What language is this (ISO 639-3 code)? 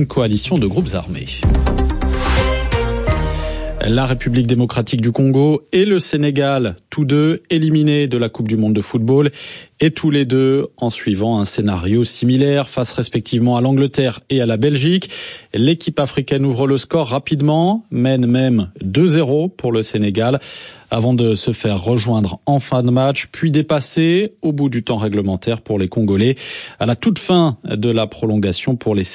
fra